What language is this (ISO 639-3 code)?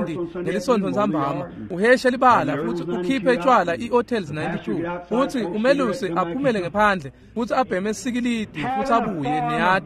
ssw